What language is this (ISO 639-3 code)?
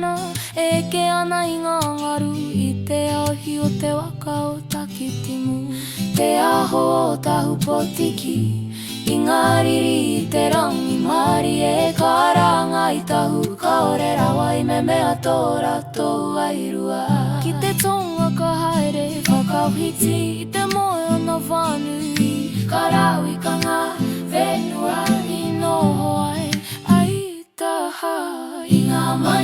mri